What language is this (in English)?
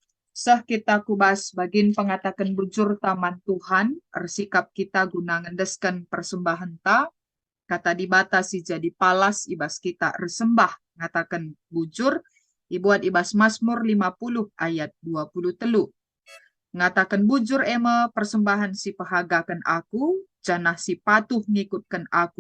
Batak Karo